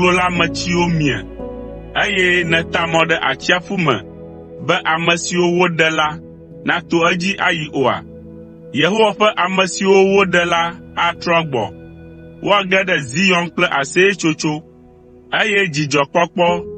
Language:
Ewe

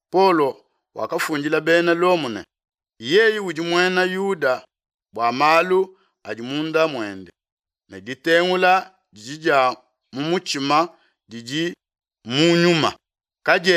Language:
Luba-Lulua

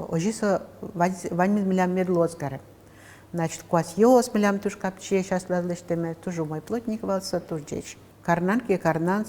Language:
Udmurt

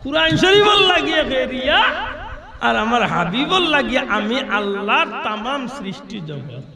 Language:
Sylheti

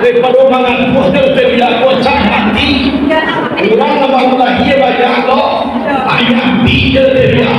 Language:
Minangkabau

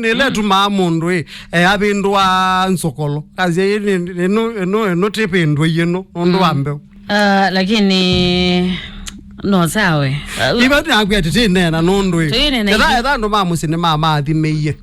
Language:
Kamba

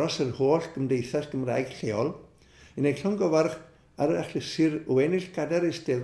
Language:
Welsh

